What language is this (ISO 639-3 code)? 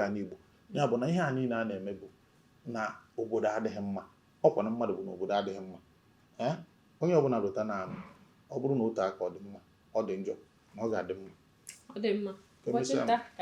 ibo